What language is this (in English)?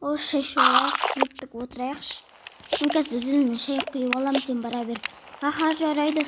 Kazakh